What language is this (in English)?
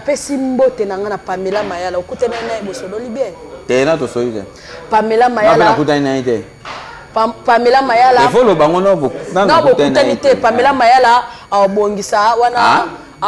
Lingala